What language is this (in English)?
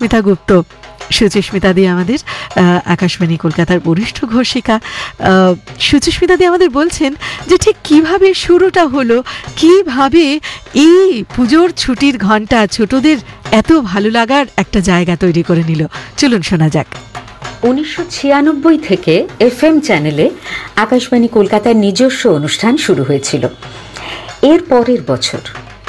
Bangla